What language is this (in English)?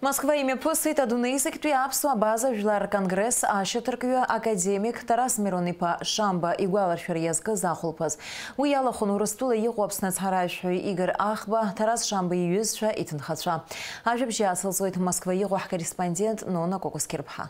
Abkhazian